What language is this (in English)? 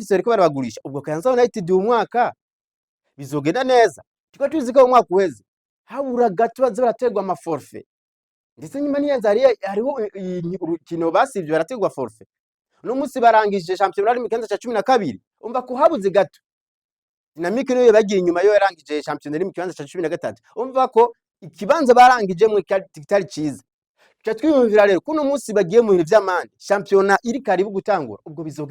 Rundi